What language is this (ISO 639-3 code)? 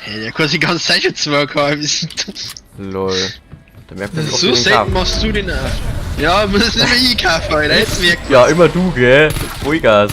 bar